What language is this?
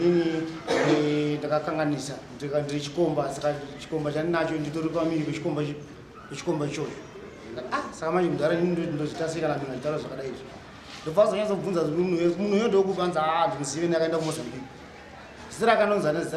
Shona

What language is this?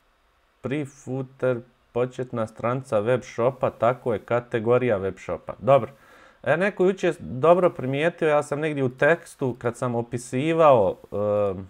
Bosnian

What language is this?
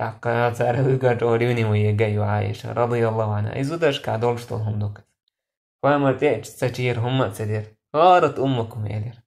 Chechen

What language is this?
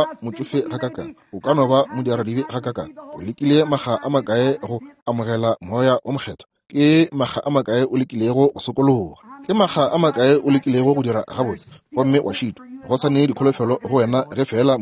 Northern Sotho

